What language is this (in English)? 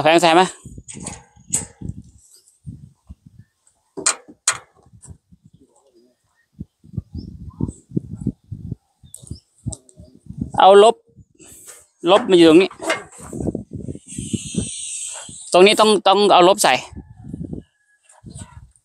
Thai